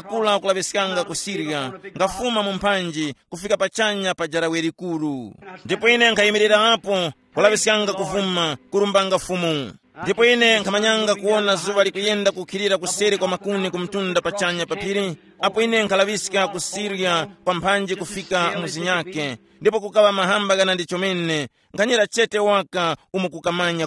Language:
Tumbuka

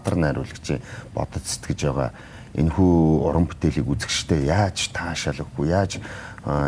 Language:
Mongolian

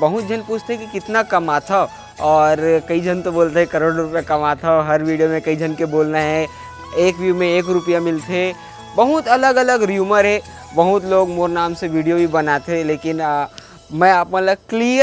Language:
Chhattisgarhi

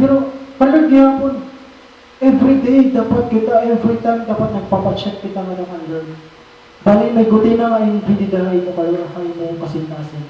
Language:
Waray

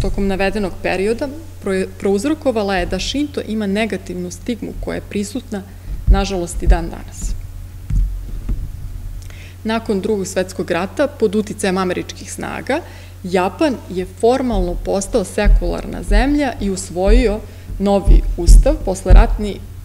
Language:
Serbian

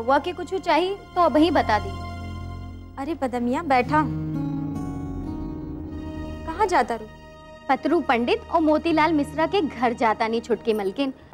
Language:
Bhojpuri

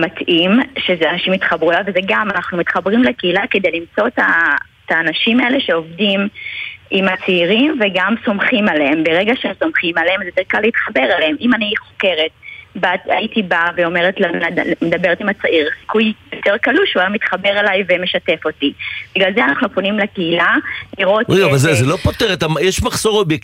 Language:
Hebrew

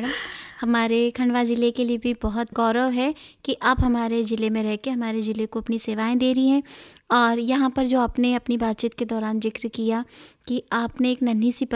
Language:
Hindi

